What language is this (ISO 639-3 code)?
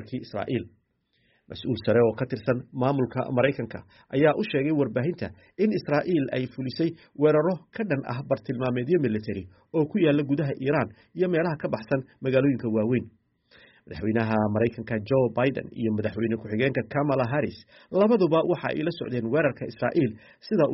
som